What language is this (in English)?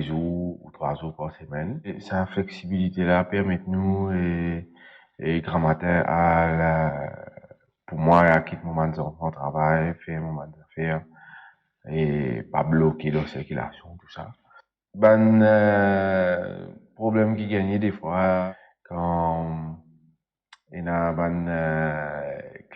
Morisyen